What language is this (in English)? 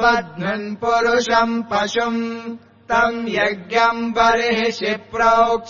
Sanskrit